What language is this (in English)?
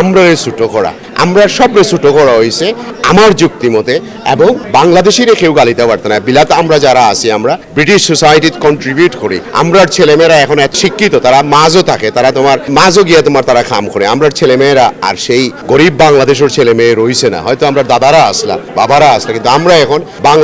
Sylheti